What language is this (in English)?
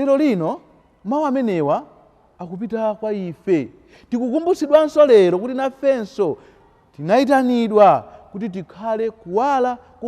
Nyanja